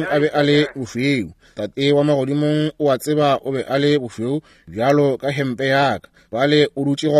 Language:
Northern Sotho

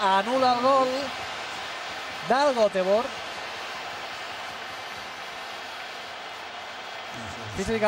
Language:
Catalan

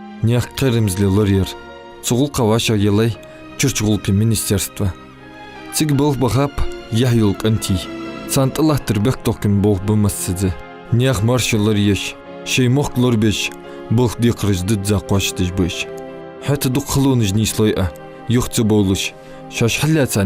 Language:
Ingush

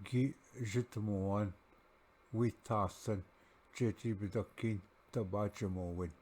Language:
Ojibwa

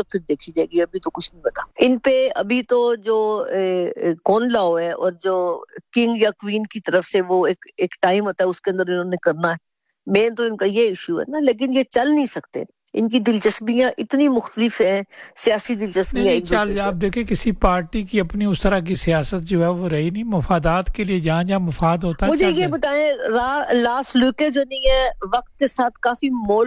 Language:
Urdu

